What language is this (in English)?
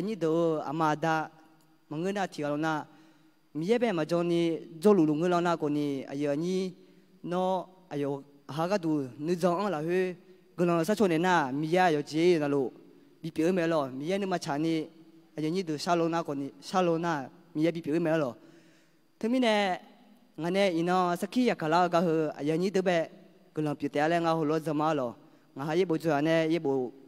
Akha